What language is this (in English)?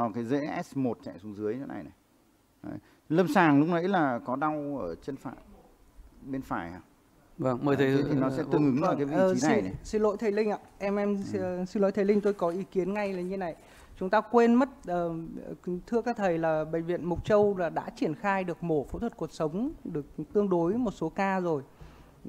Vietnamese